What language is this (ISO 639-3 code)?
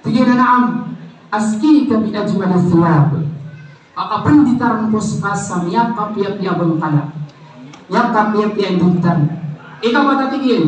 mrw